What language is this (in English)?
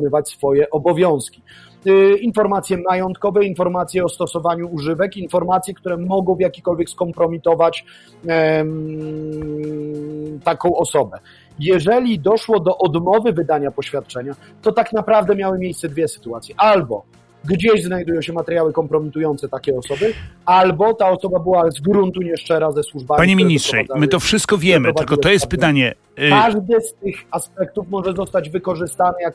Polish